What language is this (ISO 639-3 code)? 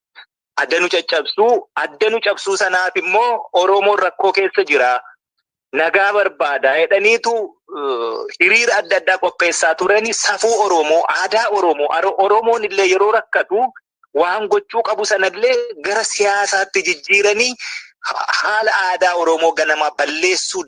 orm